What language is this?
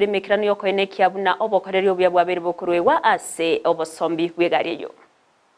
Gusii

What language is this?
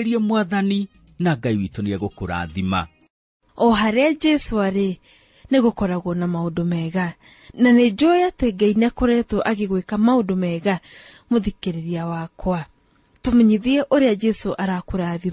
Kikuyu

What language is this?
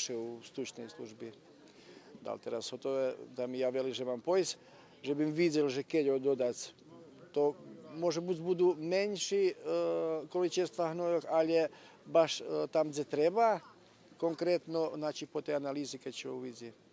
Rusyn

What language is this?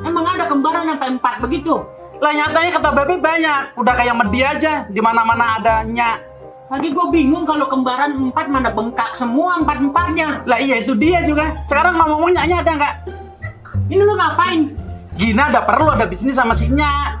Betawi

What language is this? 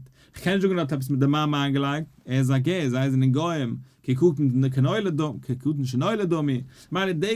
Yiddish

